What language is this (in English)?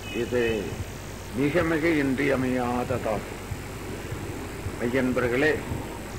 Tamil